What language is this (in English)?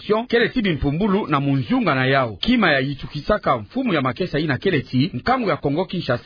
Kituba (Democratic Republic of Congo)